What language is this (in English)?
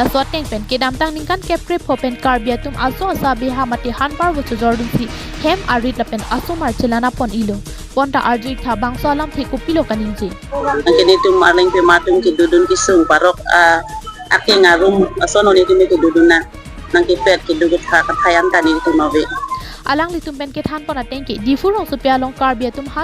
Karbi